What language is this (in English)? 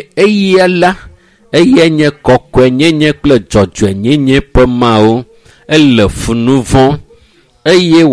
Ewe